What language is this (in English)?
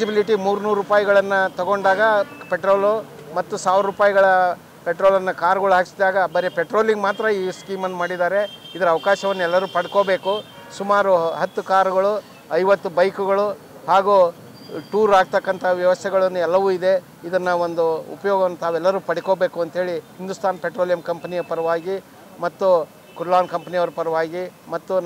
Kannada